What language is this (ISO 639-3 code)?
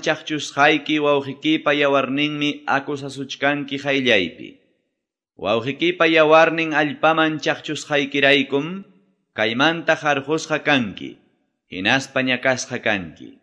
que